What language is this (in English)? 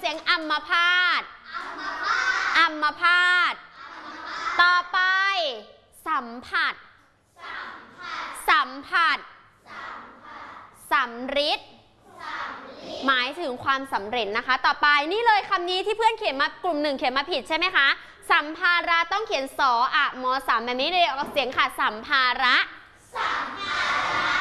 Thai